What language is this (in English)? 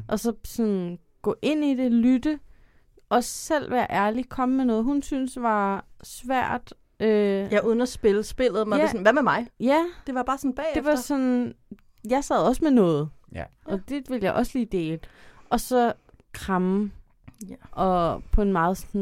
Danish